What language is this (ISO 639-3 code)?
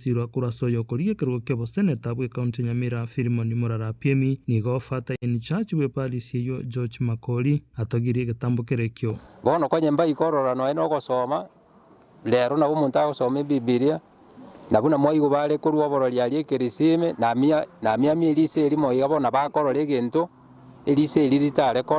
guz